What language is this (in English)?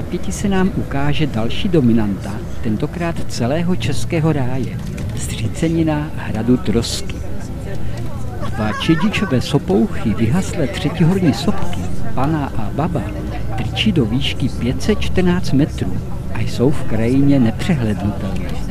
Czech